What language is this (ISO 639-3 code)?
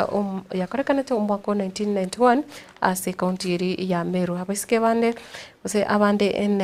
guz